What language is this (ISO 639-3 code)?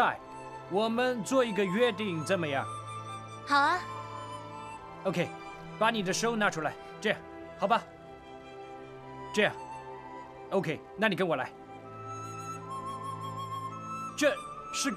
zho